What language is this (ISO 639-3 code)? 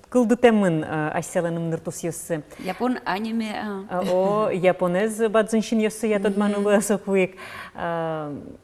udm